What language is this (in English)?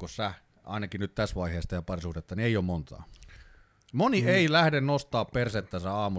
Finnish